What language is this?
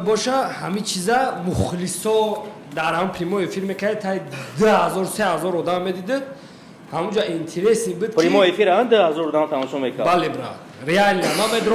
Tajik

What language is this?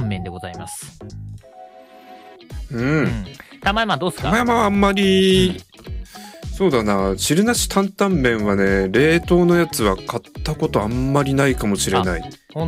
Japanese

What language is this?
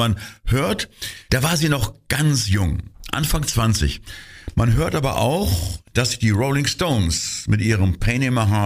German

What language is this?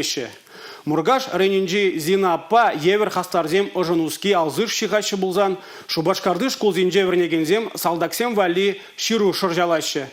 Chuvash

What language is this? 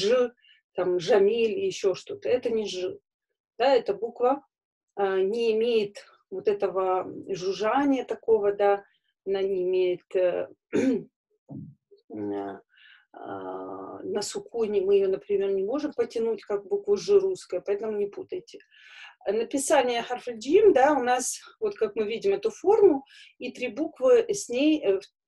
Russian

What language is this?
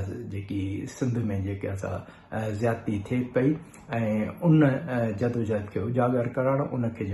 Sindhi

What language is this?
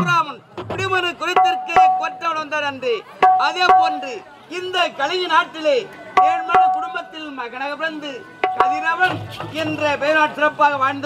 Tamil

